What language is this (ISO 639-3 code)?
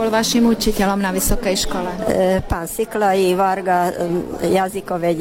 slk